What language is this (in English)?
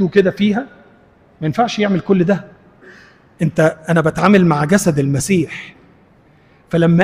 Egyptian Arabic